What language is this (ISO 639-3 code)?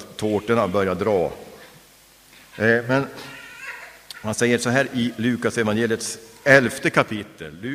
swe